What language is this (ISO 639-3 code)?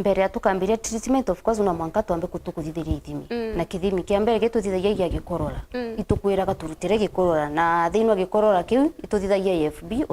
mer